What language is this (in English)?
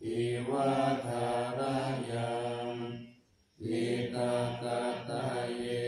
Pali